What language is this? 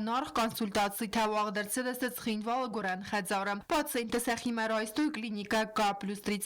Ossetic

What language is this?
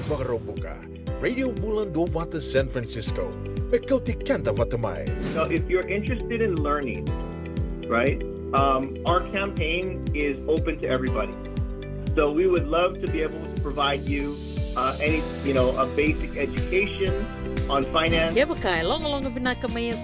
Fijian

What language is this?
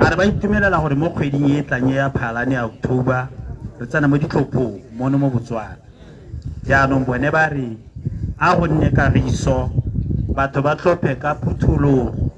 Tswana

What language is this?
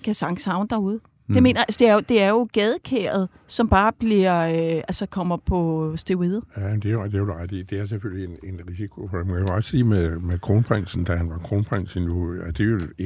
Danish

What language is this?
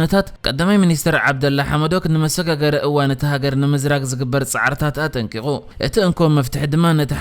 Tigrinya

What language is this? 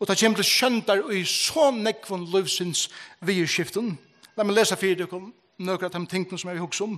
Faroese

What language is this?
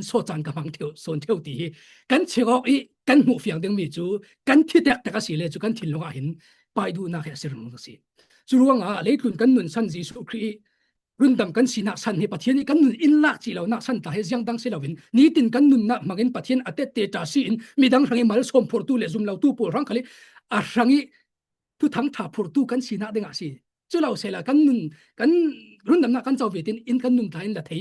Falam Chin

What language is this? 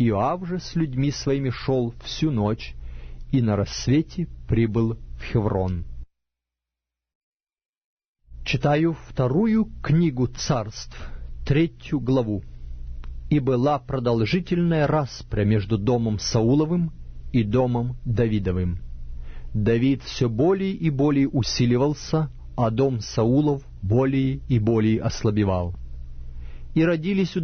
Russian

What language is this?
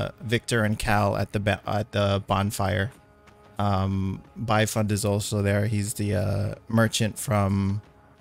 English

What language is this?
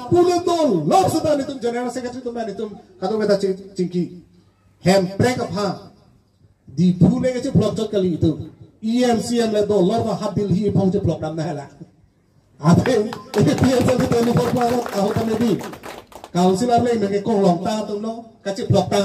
Karbi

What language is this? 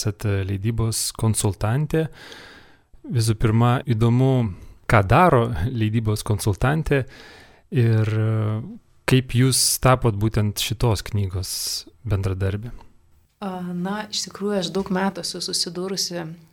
Lithuanian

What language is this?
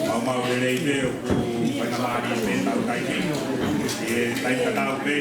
Tongan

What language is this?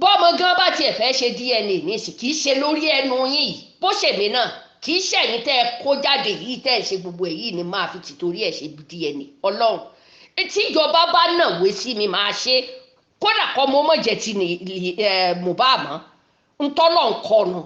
Yoruba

